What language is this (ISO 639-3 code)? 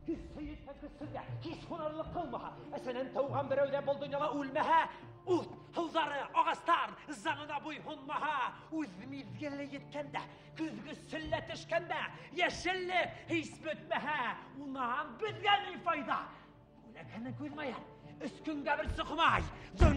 bak